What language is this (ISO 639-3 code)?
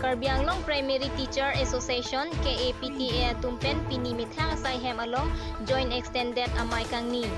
mjw